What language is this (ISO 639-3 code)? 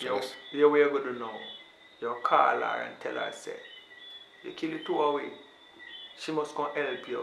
jam